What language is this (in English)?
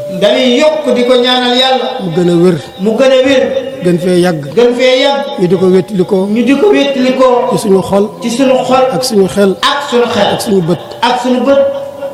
Wolof